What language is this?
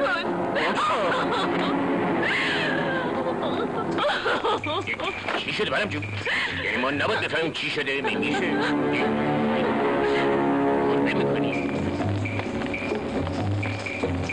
Persian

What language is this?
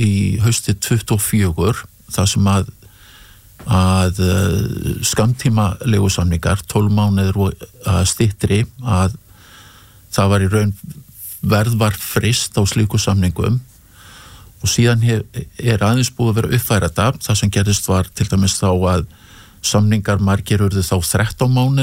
Icelandic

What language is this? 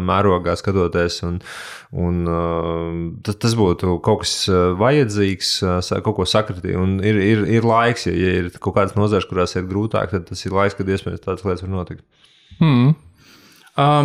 Latvian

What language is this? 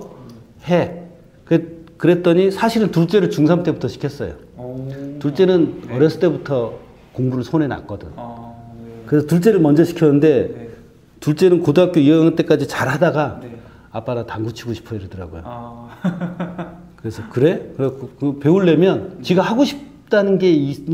Korean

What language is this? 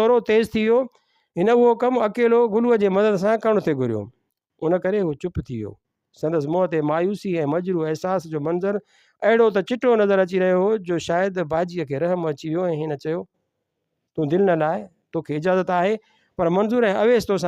Sindhi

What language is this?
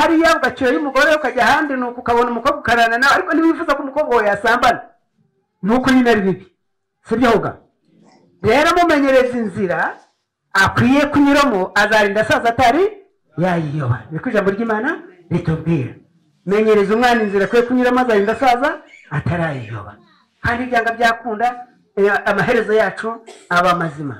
Kinyarwanda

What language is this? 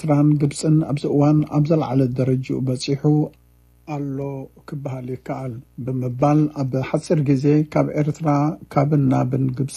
Tigrinya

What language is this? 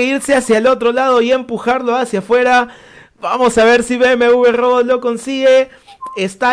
Spanish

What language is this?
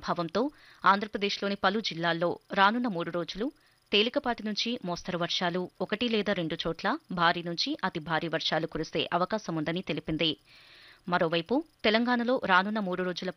Telugu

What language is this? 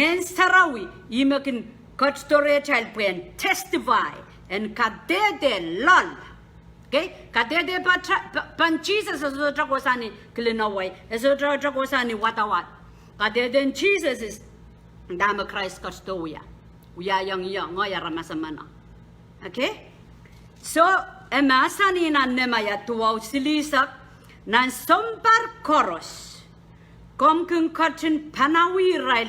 Pohnpeian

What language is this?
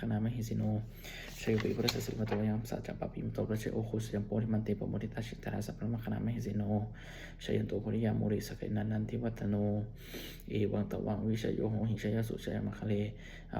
Pali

